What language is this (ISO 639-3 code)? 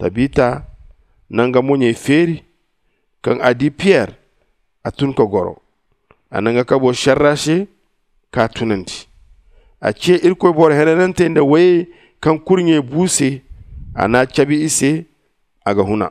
dje